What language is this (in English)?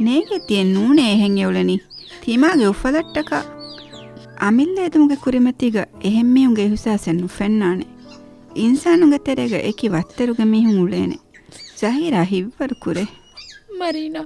Divehi